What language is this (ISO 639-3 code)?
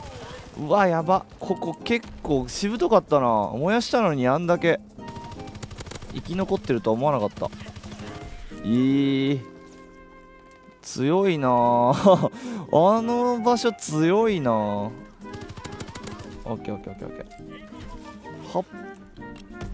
jpn